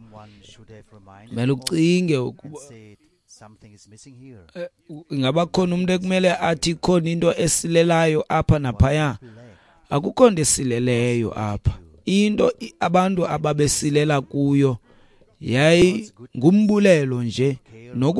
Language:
Xhosa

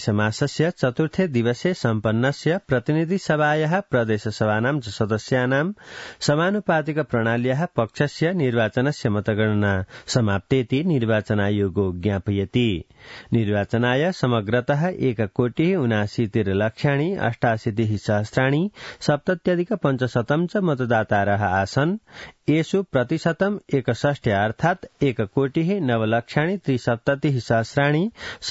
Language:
Sanskrit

